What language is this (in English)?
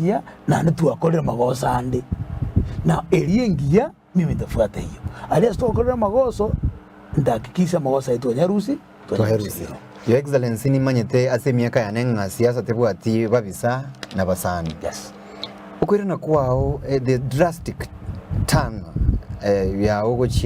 Gusii